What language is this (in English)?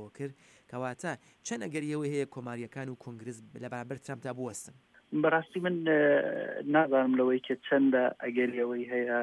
Central Kurdish